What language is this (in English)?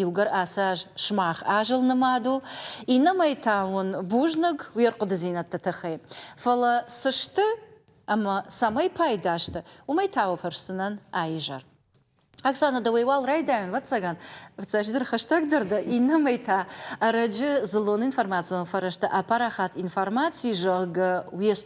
Ossetic